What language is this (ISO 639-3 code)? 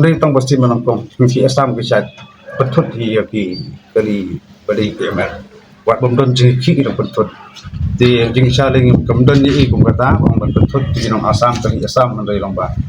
kha